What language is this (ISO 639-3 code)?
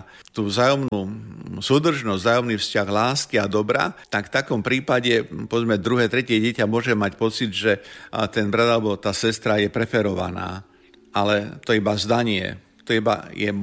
slk